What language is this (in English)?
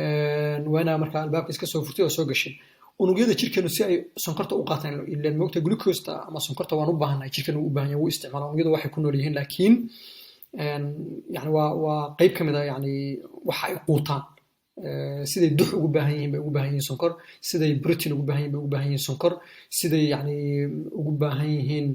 Somali